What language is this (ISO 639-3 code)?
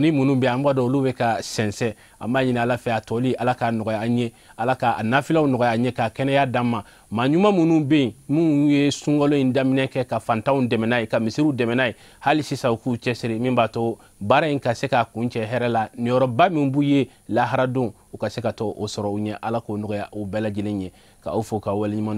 bam